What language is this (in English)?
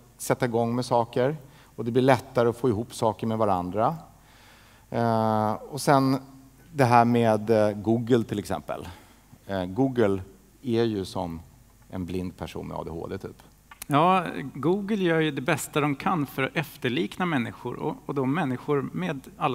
Swedish